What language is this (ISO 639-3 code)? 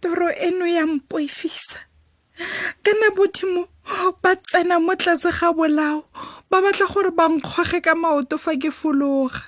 tsn